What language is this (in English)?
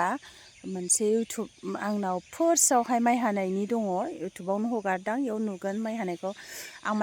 Bodo